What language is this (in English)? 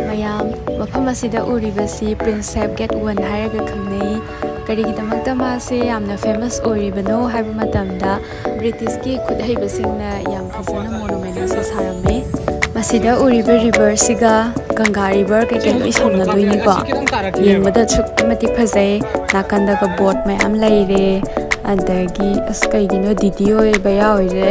Manipuri